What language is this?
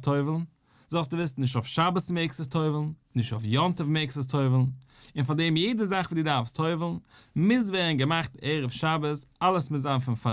Yiddish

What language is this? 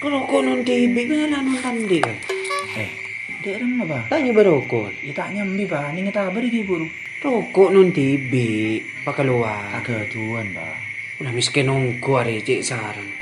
Madurese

